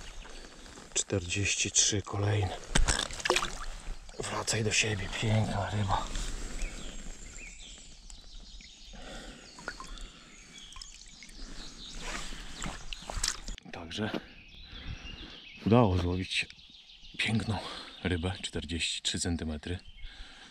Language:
Polish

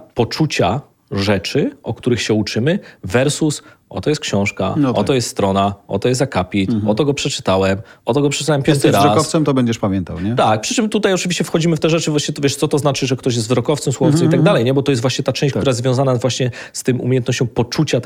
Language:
Polish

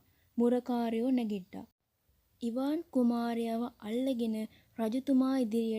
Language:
Sinhala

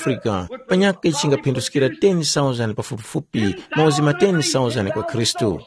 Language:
Tumbuka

